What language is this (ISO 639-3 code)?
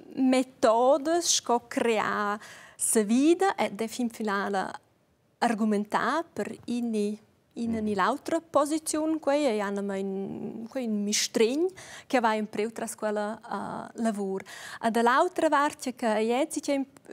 roh